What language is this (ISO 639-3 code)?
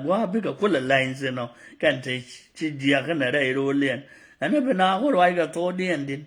nus